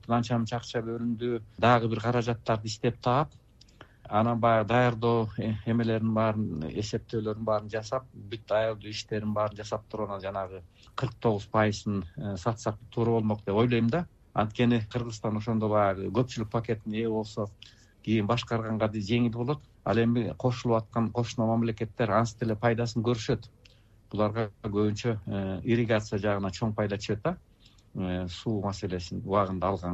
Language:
Kyrgyz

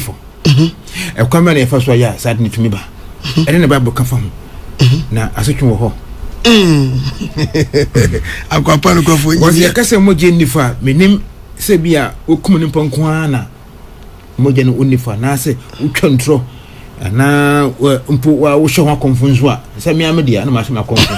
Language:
Akan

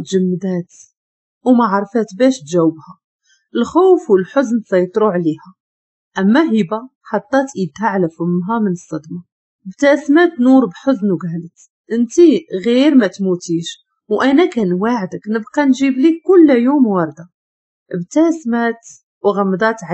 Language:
Moroccan Arabic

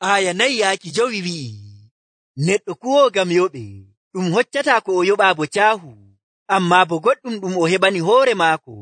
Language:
Nigerian Fulfulde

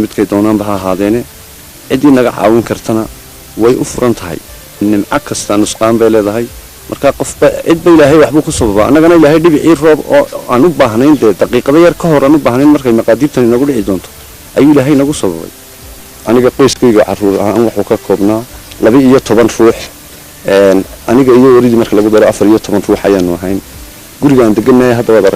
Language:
Somali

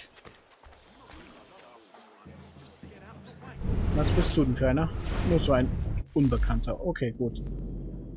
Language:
German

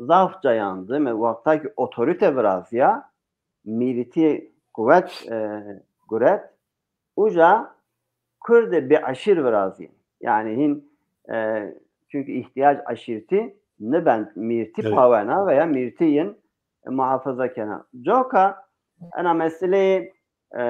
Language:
Zaza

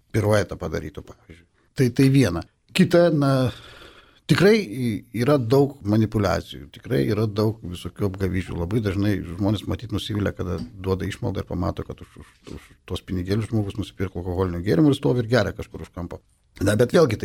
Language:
Lithuanian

